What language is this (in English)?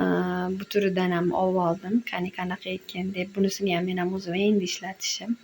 Uzbek